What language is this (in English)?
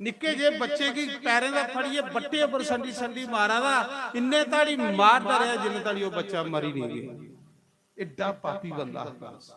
Dogri